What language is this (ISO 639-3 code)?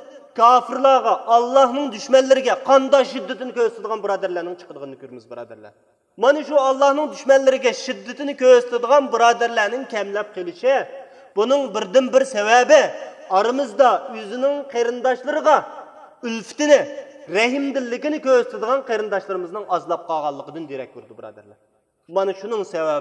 uig